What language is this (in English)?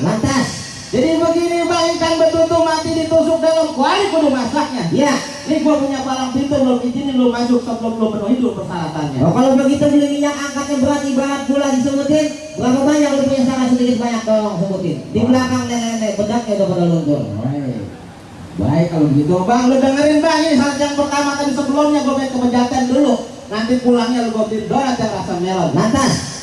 Betawi